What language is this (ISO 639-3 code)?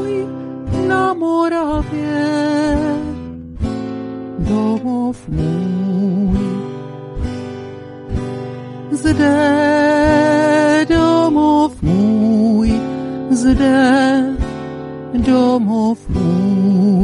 ces